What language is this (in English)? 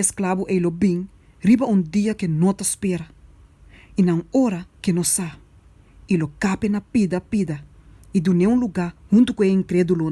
Papiamento